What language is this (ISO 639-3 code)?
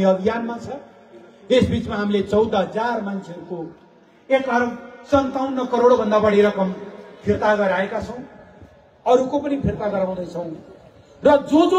nep